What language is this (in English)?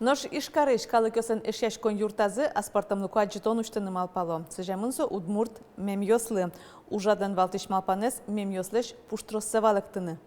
Udmurt